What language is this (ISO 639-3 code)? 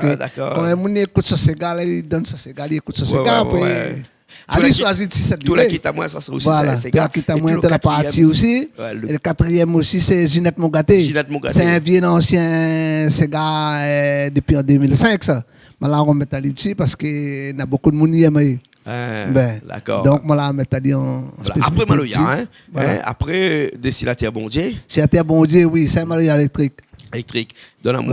rcf